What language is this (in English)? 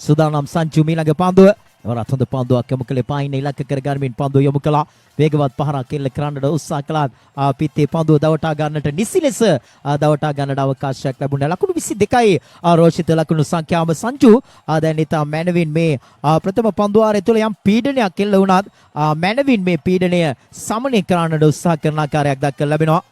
Sinhala